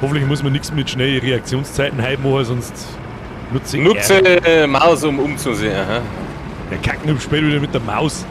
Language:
Bavarian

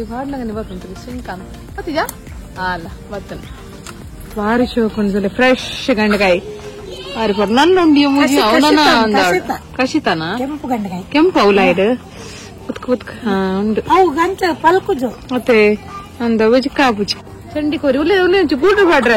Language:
Tulu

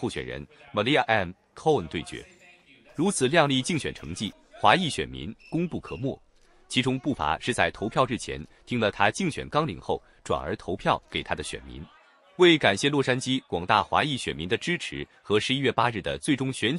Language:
Chinese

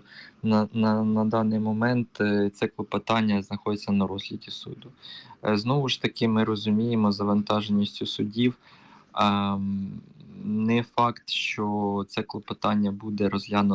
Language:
Ukrainian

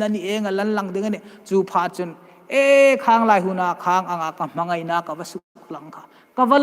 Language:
Hmar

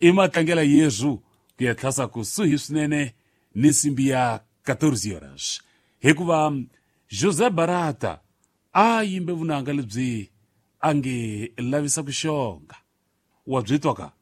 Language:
Tsonga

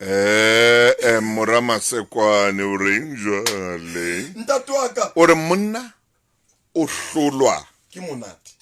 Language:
Southern Sotho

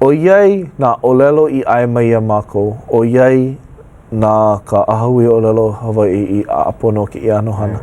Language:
Hawaiian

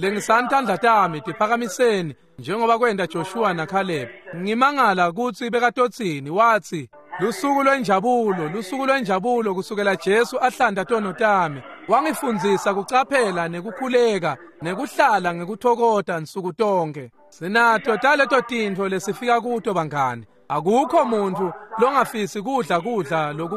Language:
Swati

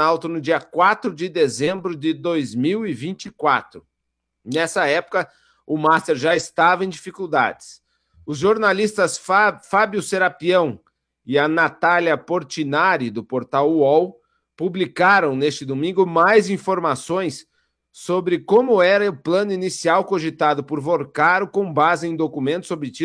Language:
Portuguese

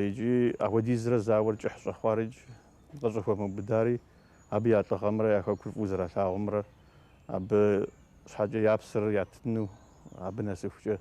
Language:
Kabardian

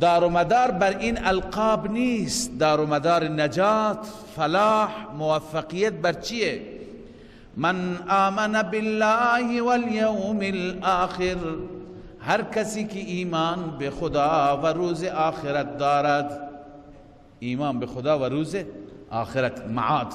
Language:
Persian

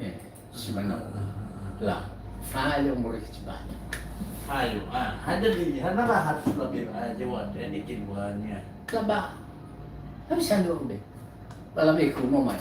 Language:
Nias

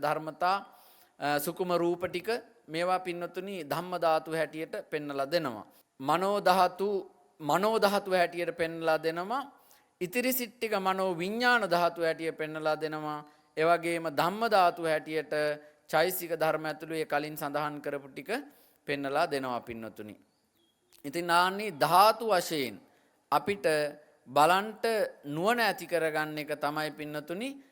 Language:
Sinhala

